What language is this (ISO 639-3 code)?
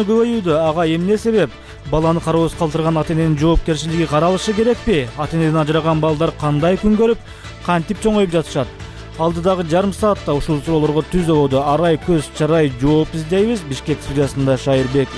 kir